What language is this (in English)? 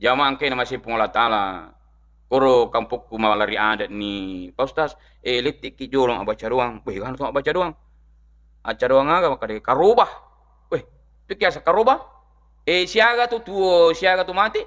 Buginese